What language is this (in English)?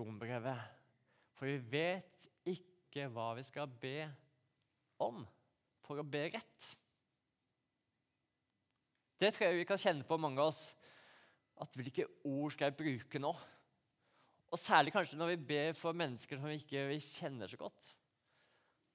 Norwegian